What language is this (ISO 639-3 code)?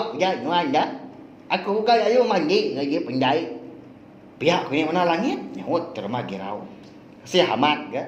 iba